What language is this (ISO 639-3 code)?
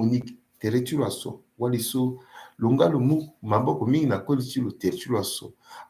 sag